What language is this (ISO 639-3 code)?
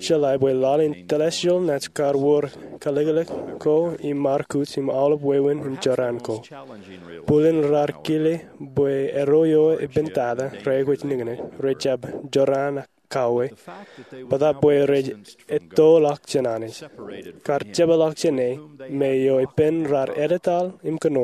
mah